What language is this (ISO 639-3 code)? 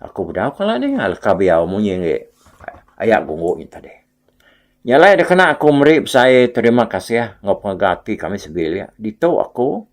iba